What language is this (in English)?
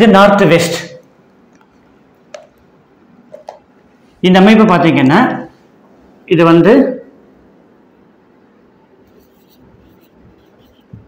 Tamil